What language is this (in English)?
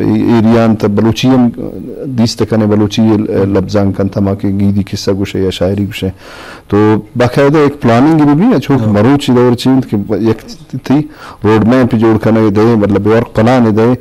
Eastern Balochi